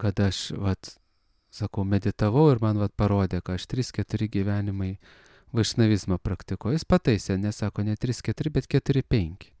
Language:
Lithuanian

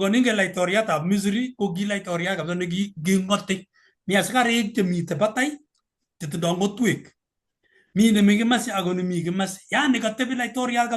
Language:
Kalenjin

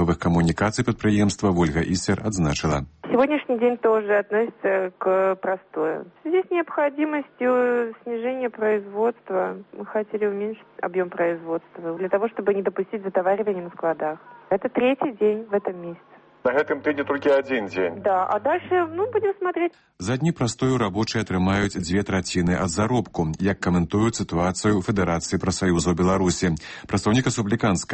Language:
Belarusian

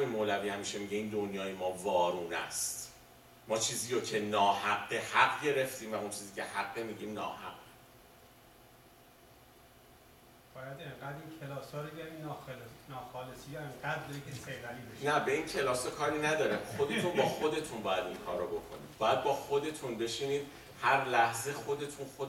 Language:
Persian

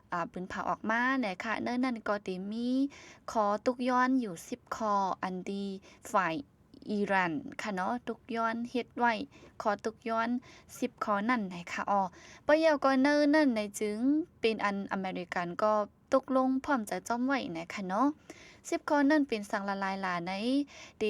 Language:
Shan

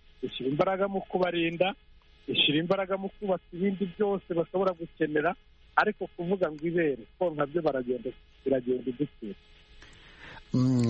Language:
Kinyarwanda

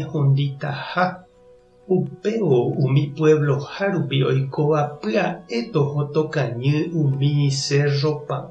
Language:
Guarani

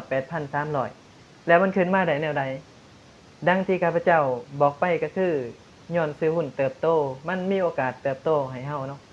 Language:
Lao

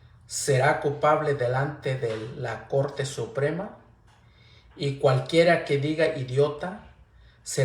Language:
Mixtepec Mixtec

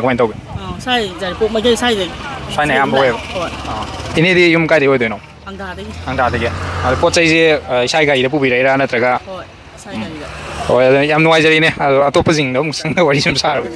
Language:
Manipuri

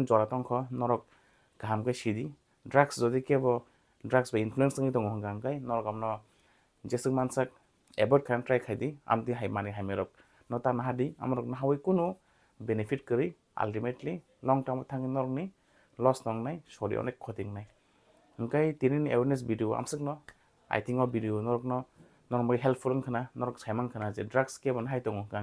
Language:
Kok Borok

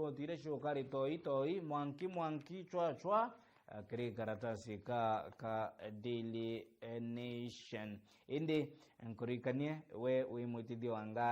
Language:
Meru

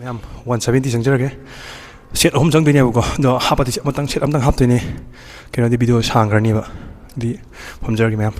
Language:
Manipuri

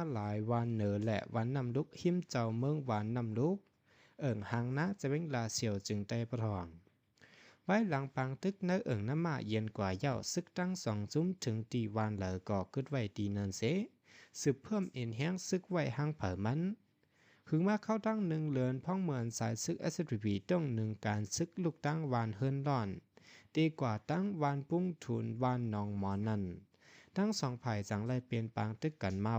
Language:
Shan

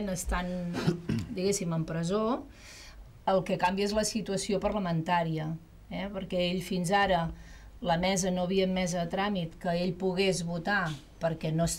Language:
Catalan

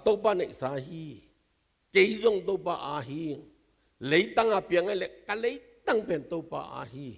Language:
Tedim Chin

